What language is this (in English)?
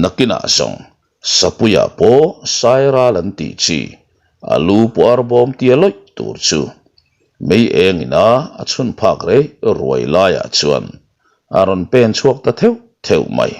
Mizo